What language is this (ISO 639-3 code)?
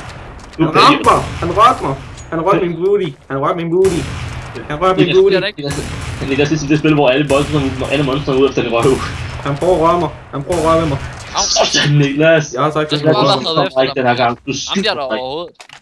dan